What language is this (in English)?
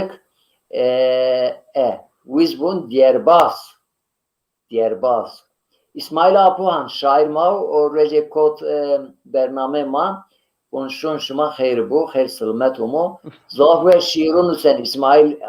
Zaza